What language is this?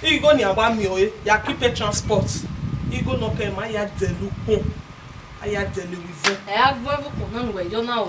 Bini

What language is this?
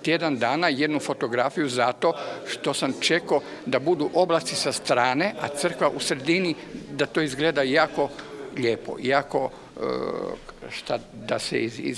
Croatian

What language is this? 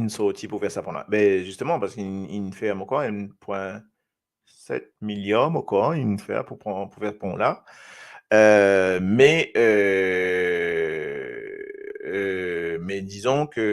Morisyen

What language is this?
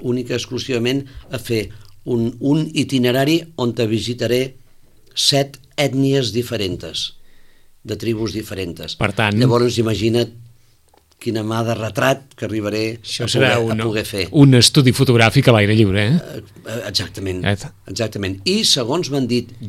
Catalan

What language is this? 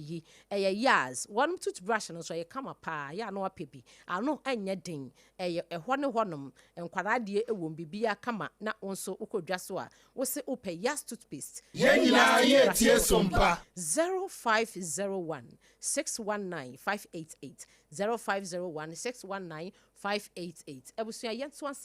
Akan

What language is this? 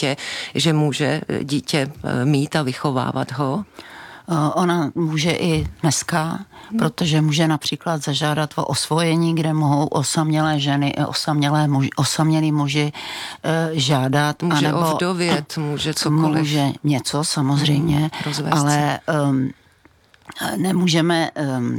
Czech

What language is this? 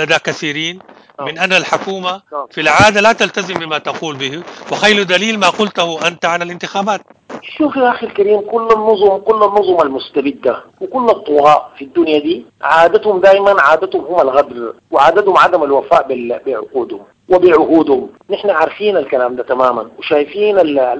Sudanese Arabic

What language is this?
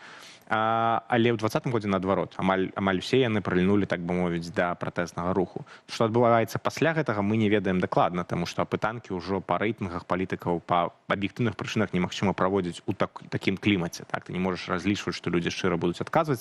Belarusian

